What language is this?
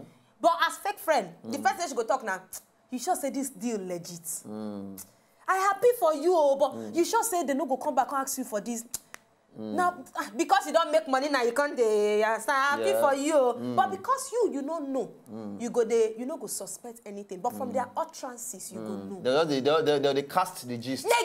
Nigerian Pidgin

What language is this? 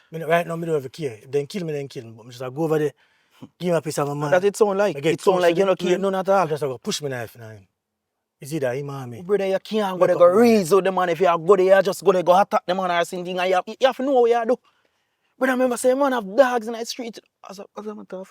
Jamaican Creole English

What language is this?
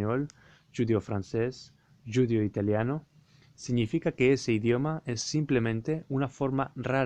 Ladino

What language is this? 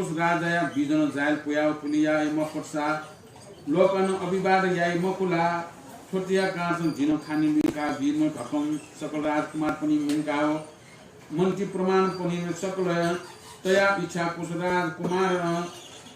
Newari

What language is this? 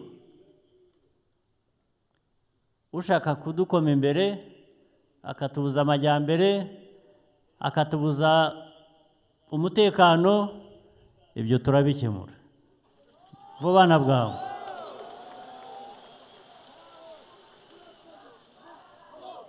Kinyarwanda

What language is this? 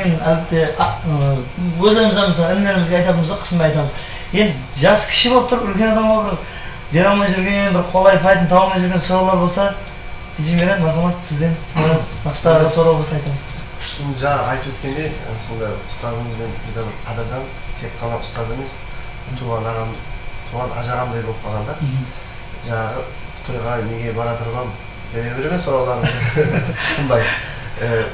Kara-Kalpak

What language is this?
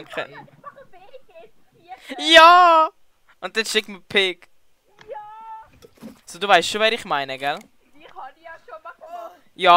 Swiss German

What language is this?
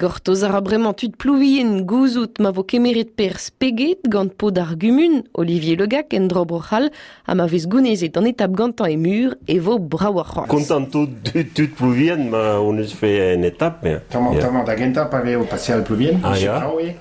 Breton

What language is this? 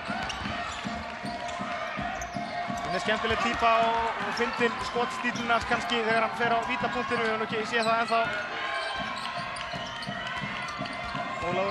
Icelandic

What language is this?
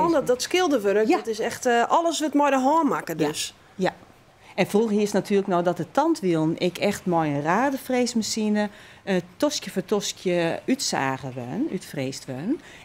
Western Frisian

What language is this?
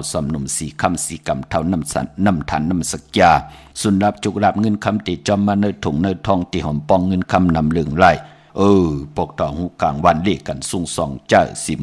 Shan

